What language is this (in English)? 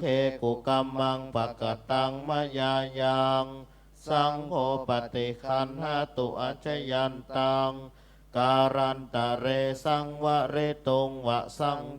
Pali